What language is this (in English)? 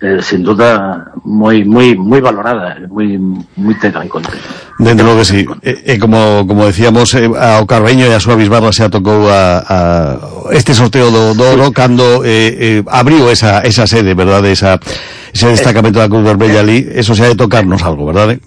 Galician